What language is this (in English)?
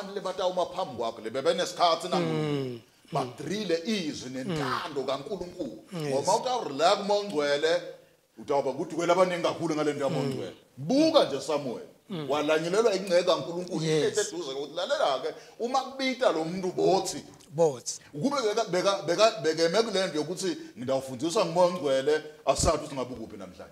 Zulu